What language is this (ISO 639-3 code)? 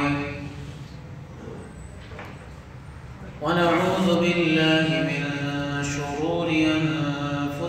urd